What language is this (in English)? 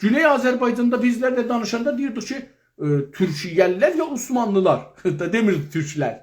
South Azerbaijani